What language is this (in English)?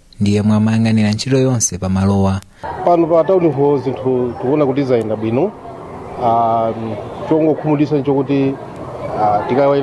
Nyanja